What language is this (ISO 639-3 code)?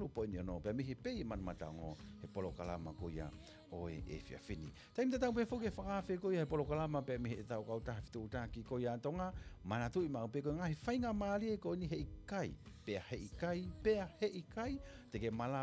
ton